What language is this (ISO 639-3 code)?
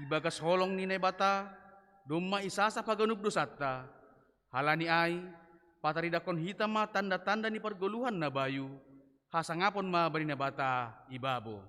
bts